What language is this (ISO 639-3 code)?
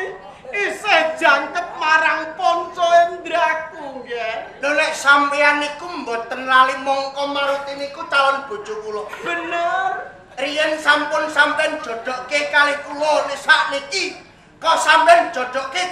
jav